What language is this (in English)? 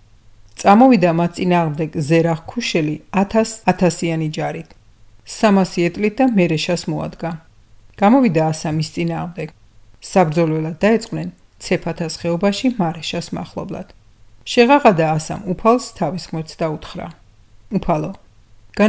Georgian